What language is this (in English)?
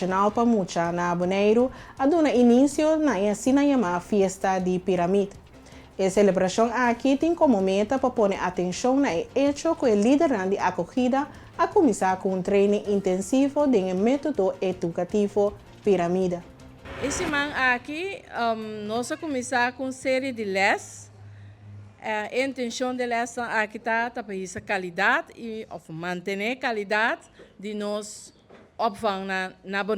Papiamento